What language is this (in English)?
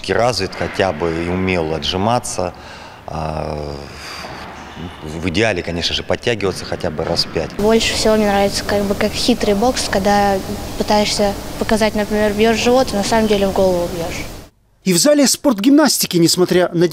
Russian